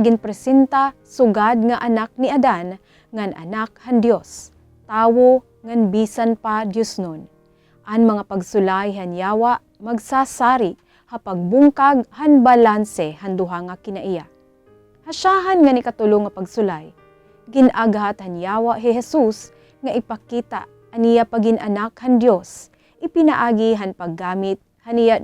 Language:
Waray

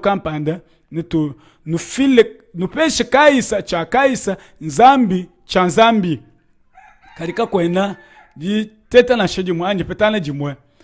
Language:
Luba-Lulua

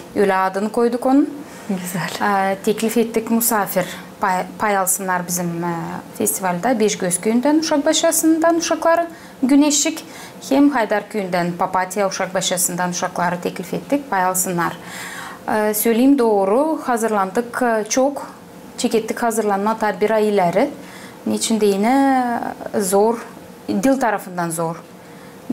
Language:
Gagauz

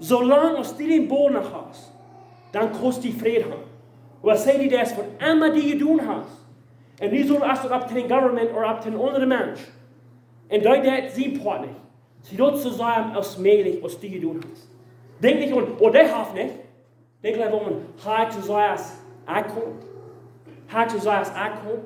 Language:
Plautdietsch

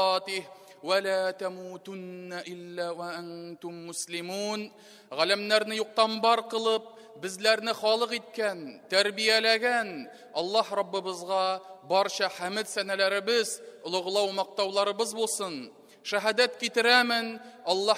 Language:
Tatar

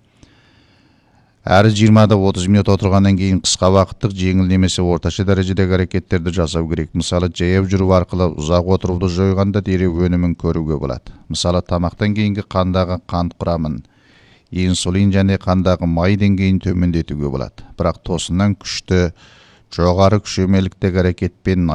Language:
Kazakh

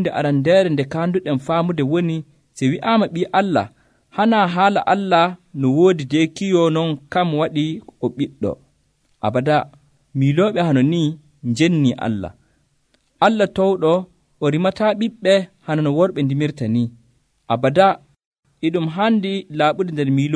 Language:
Nigerian Fulfulde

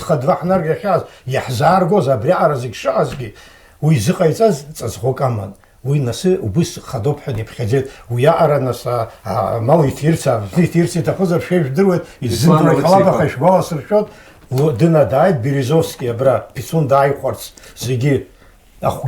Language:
Abkhazian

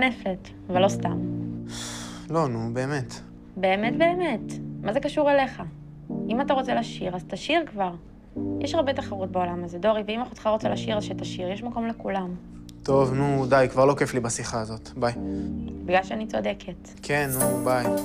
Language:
Hebrew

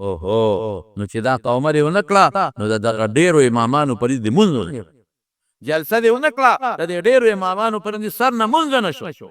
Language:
Pashto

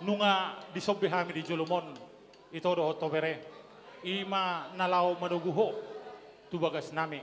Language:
Batak Toba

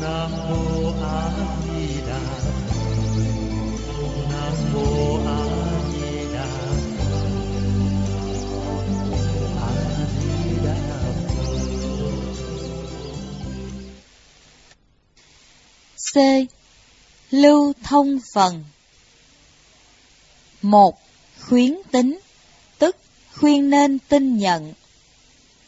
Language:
Vietnamese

